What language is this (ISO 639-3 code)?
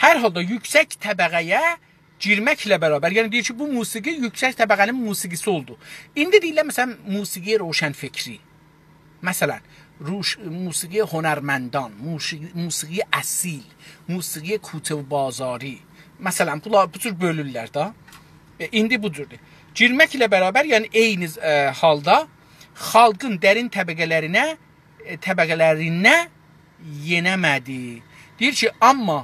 azb